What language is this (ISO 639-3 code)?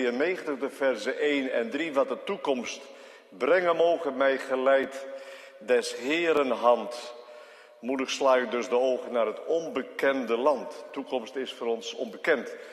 nld